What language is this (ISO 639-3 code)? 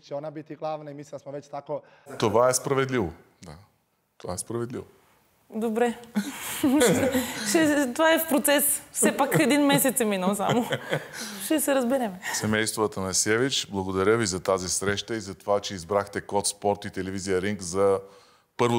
bul